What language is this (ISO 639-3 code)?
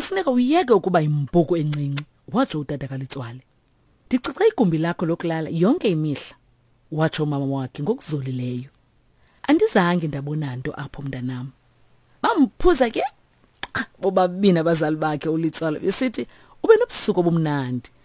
xho